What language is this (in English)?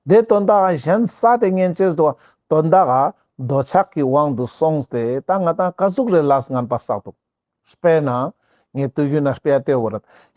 Ladakhi